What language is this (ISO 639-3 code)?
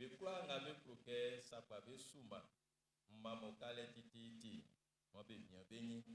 bci